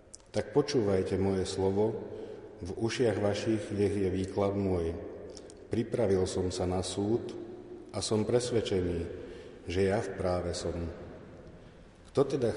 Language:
Slovak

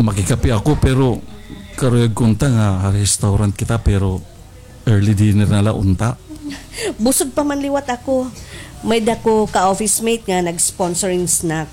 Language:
Waray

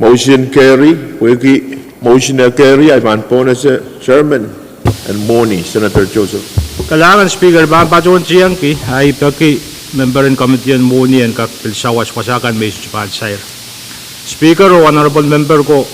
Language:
Pohnpeian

